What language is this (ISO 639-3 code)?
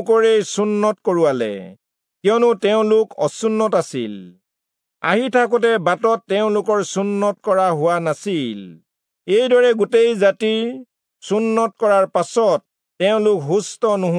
asm